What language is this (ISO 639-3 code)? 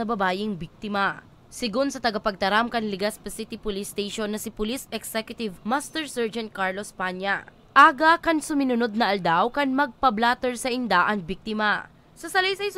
bik